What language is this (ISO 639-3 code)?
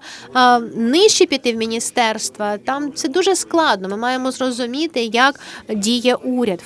ukr